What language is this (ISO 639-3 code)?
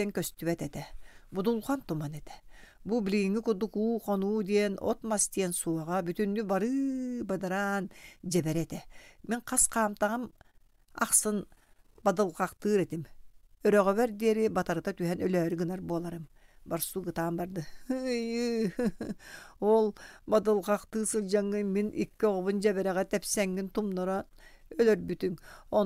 sah